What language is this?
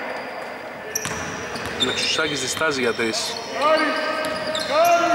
Greek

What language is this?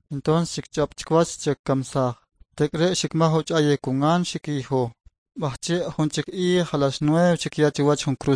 Kʼicheʼ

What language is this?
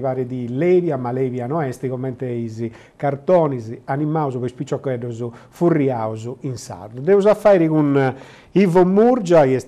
Sardinian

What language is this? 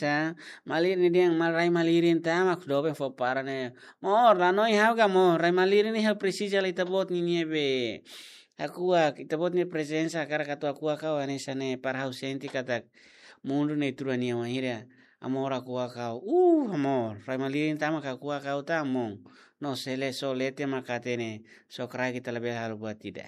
Tetum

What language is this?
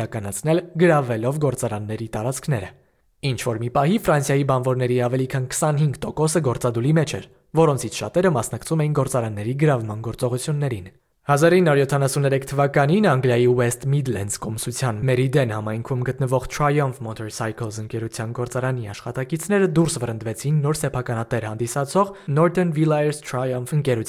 Armenian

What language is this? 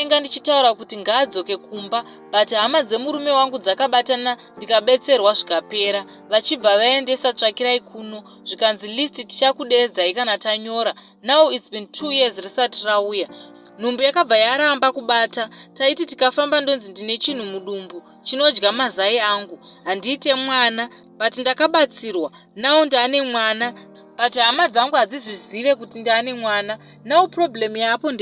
Shona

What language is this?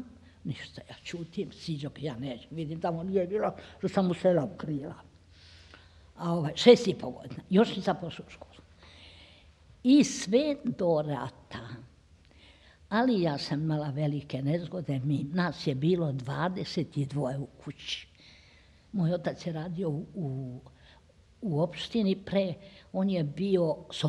Serbian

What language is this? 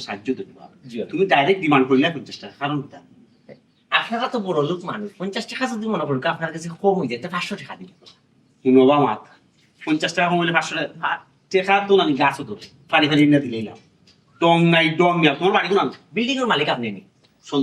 Sylheti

